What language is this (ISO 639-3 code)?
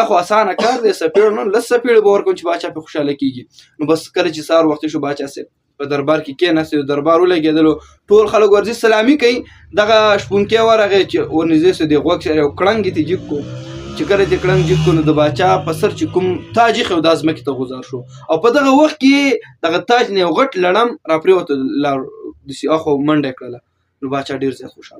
pus